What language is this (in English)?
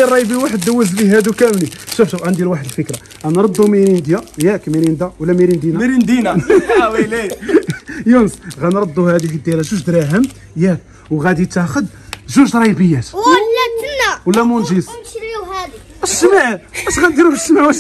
Moroccan Arabic